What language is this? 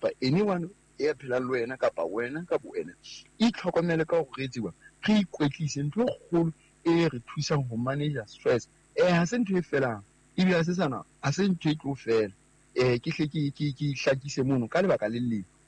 Southern Sotho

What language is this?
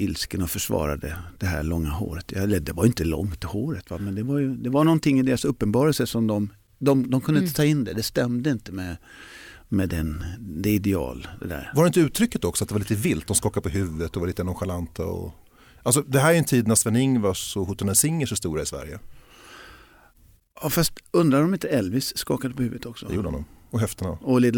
Swedish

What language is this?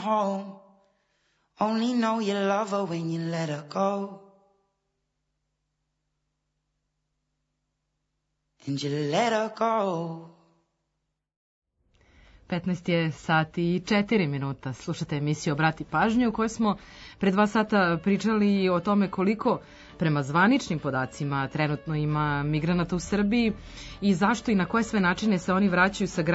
Serbian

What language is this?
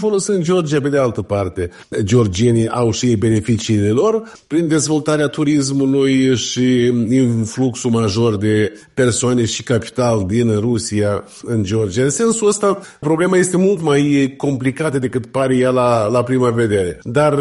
Romanian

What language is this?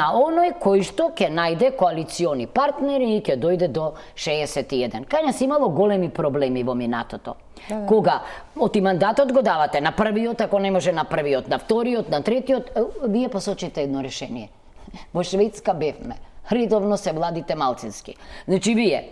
Macedonian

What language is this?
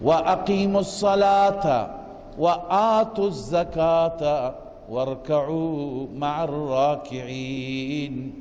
Persian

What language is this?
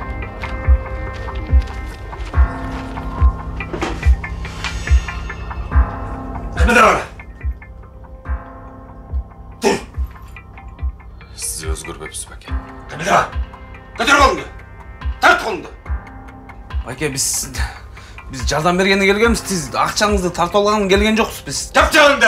Kyrgyz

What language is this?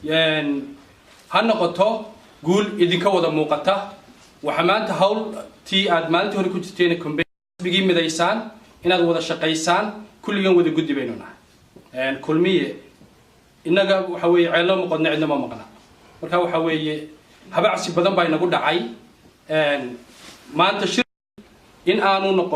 Somali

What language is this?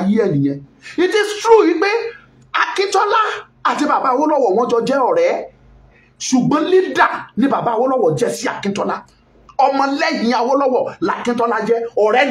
Yoruba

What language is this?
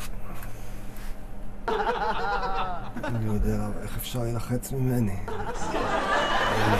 Hebrew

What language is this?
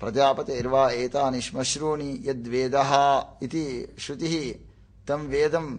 Sanskrit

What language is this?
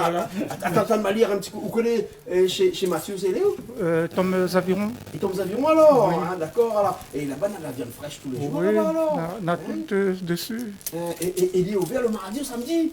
Réunion Creole French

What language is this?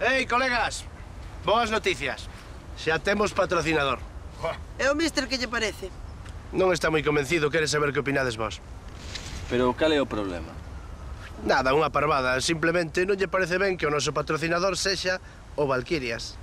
Galician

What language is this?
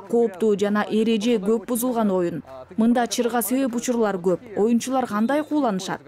Kyrgyz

